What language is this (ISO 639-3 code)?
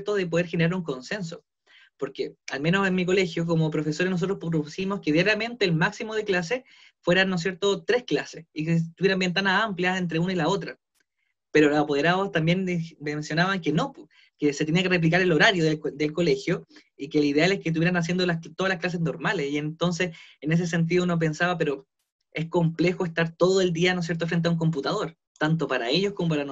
spa